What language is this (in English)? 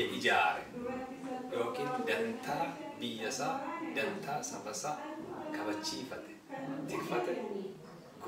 Oromo